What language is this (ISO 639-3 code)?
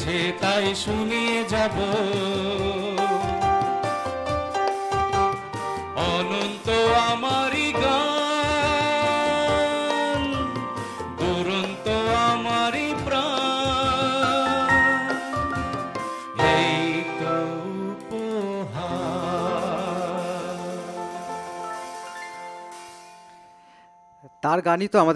ben